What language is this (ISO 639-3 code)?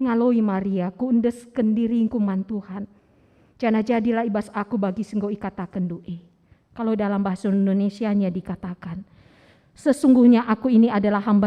btx